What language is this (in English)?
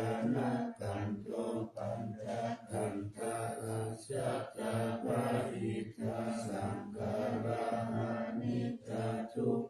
Pali